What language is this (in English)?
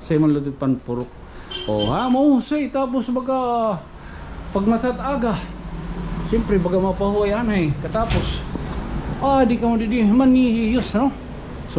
Waray